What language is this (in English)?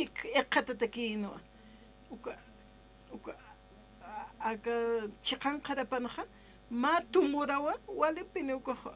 Aymara